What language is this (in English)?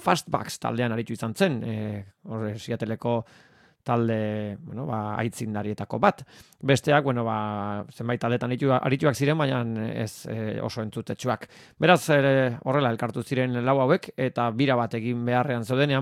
Basque